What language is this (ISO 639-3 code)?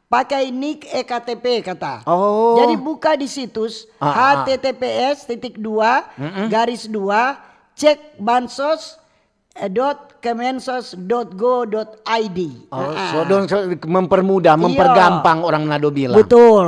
xmm